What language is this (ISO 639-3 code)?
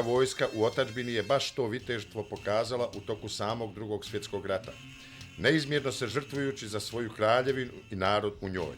bos